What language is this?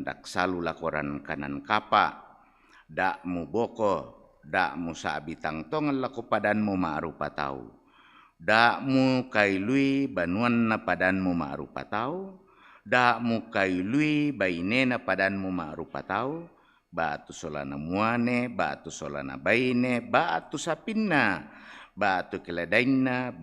Toraja-Sa'dan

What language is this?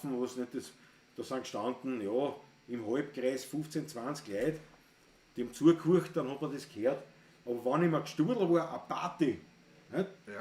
Bavarian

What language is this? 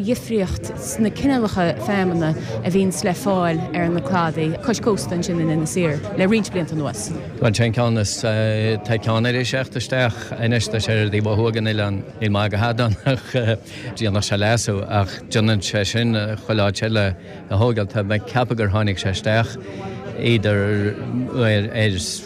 Irish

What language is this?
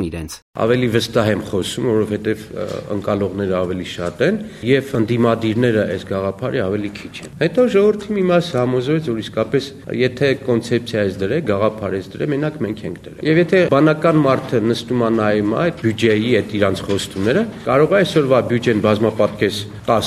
Armenian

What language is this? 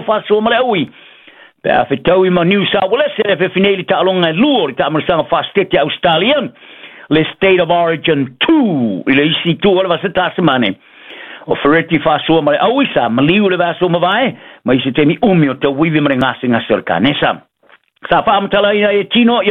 Samoan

